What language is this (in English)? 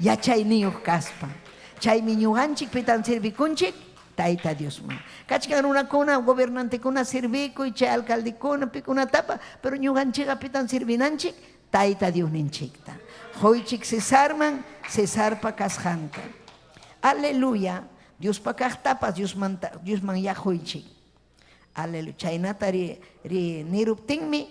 Ayacucho Quechua